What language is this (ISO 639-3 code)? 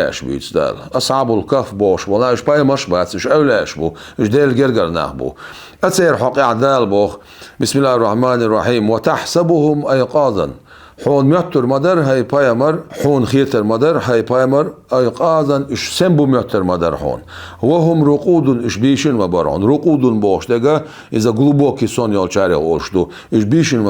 che